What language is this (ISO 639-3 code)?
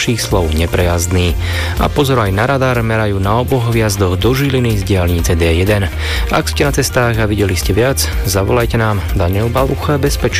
slk